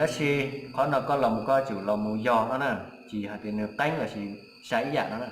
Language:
Hmong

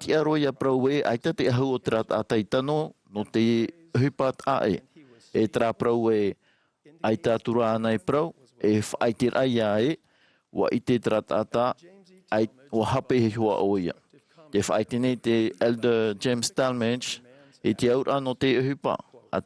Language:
Tahitian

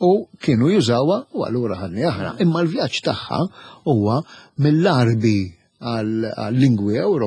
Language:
Maltese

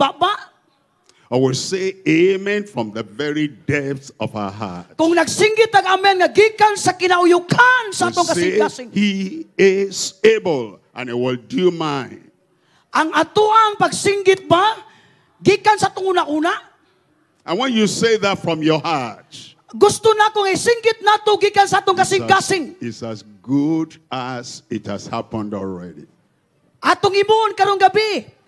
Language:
Cebuano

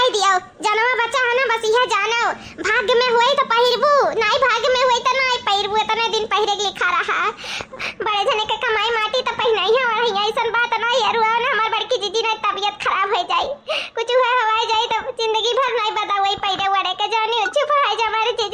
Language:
Awadhi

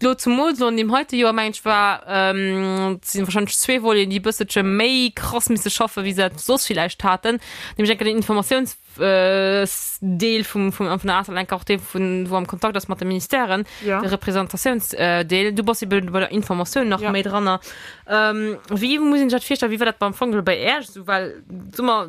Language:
Luxembourgish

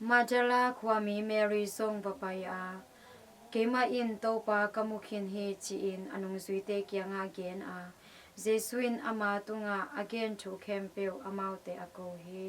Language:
Tedim Chin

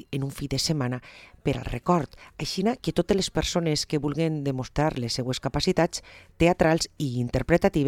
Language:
Catalan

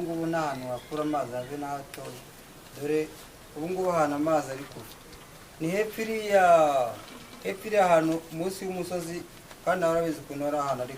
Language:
Kinyarwanda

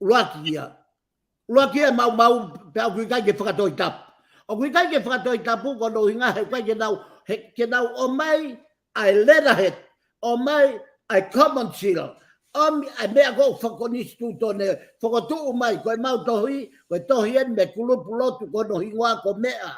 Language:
Tongan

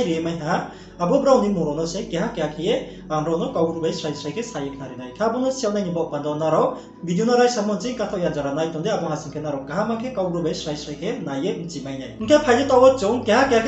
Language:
Riang (India)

